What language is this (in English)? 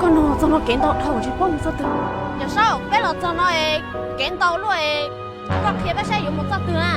Hmong